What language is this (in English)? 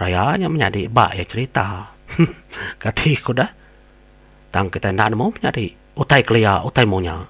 Iban